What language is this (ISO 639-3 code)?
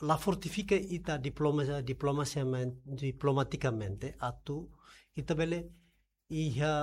tet